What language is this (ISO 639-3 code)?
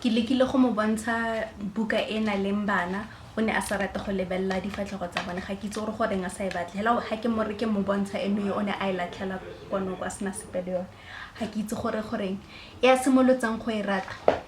tsn